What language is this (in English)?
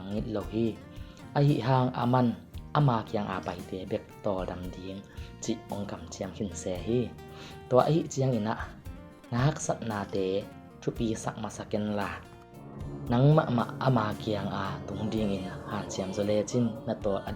Tedim Chin